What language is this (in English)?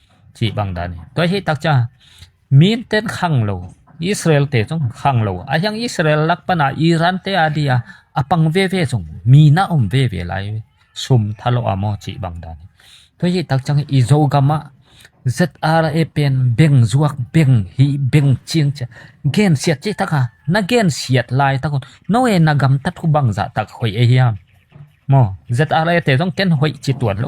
Tedim Chin